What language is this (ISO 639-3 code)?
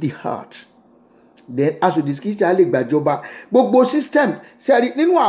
yor